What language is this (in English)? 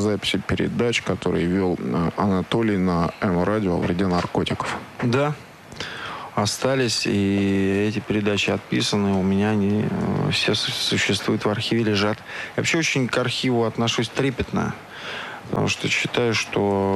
Russian